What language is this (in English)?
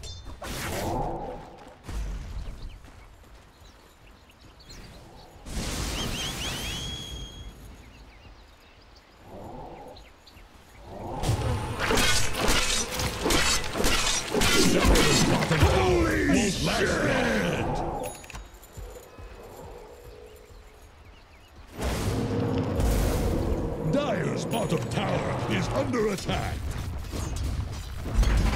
English